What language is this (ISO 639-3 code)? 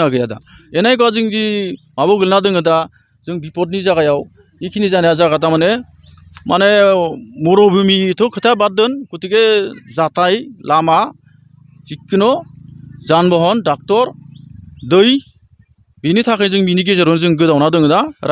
brx